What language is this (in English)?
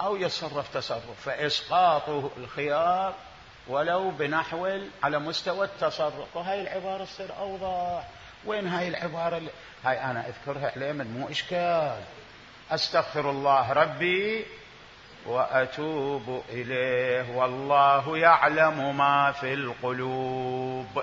Mesopotamian Arabic